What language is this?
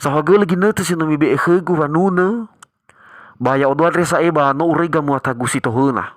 Nias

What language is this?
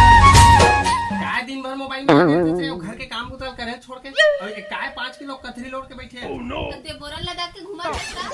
Chhattisgarhi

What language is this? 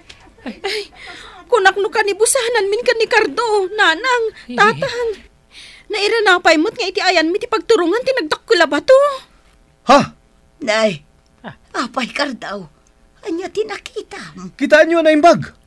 Iloko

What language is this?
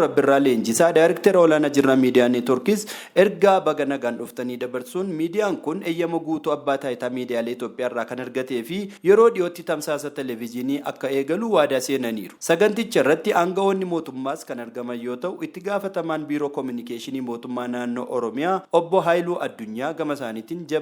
Oromo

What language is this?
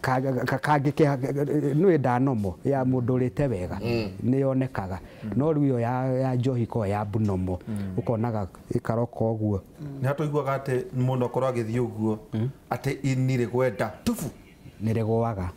Kikuyu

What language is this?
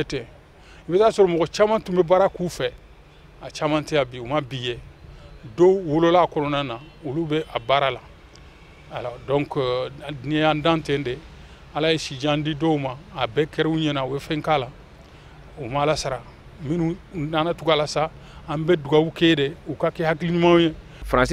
Bambara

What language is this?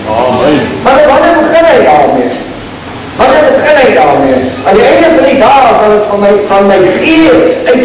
Afrikaans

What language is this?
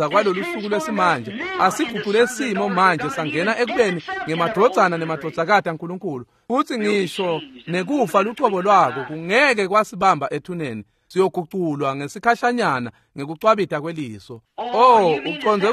Swati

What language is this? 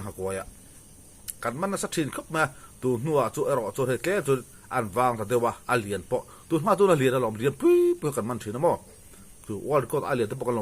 Mizo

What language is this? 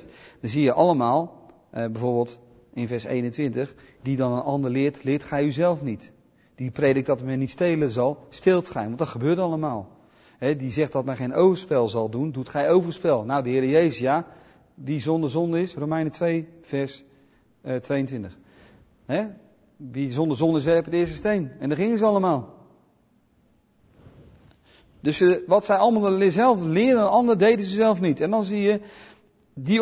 Dutch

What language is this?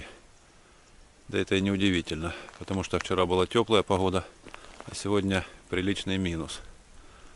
Russian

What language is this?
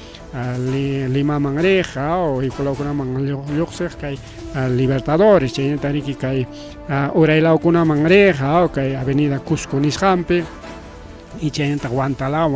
Ayacucho Quechua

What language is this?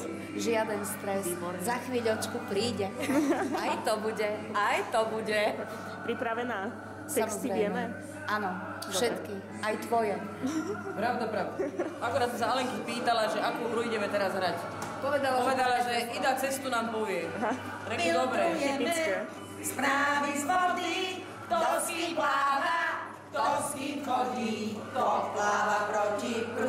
Slovak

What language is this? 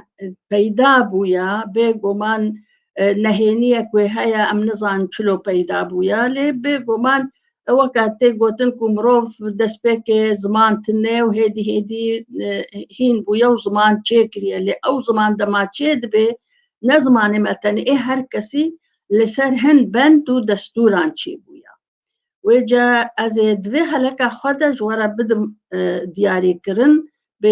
Kurdish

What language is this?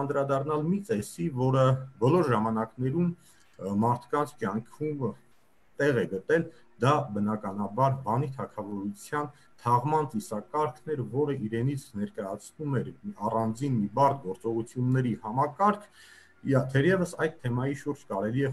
Armenian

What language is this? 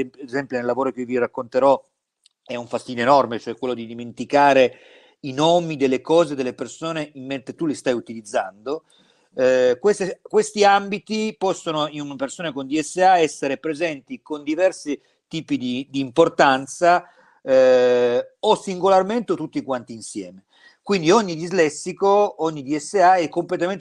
Italian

